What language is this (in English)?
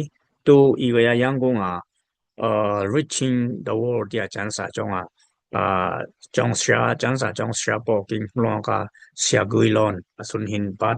Dimasa